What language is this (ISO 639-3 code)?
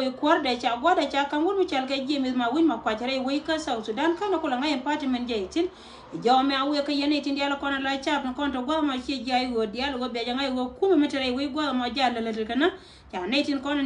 nus